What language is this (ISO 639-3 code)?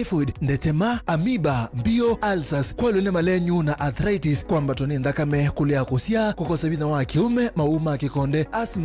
kam